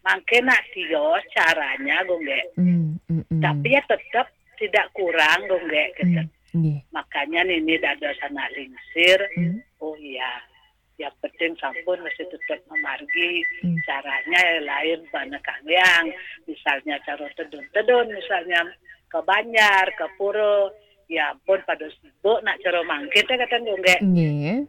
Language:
Balinese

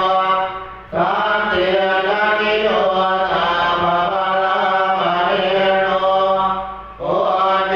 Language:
Pali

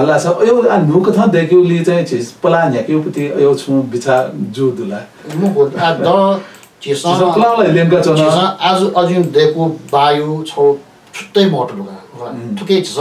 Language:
Newari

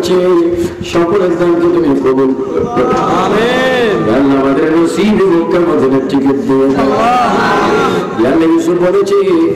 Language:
Bangla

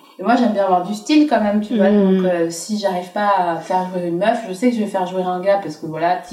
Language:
French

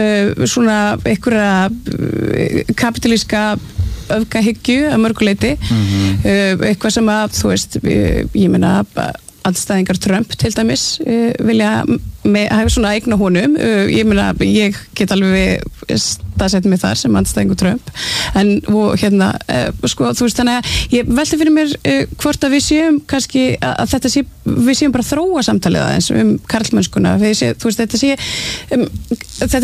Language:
Icelandic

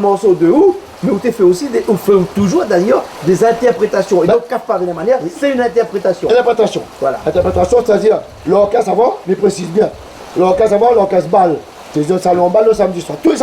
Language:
Réunion Creole French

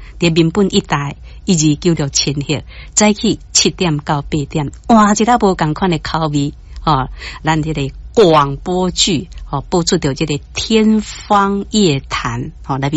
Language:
Min Nan Chinese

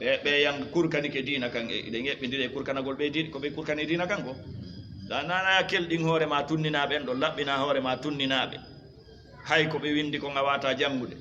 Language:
Fula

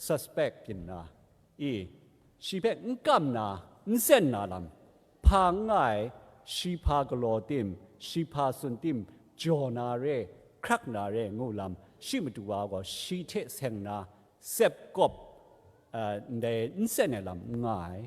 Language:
Kachin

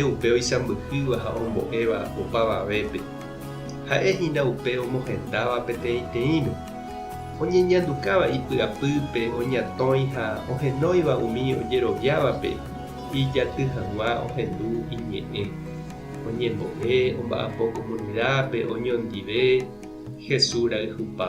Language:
Guarani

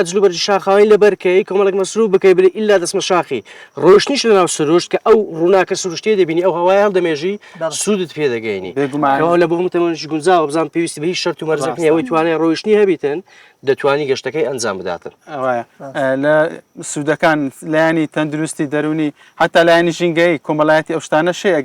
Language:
Central Kurdish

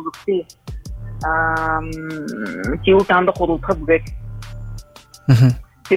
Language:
Buriat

